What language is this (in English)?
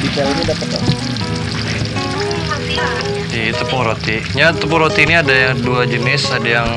Banjar